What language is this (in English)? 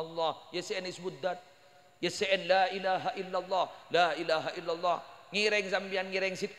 Madurese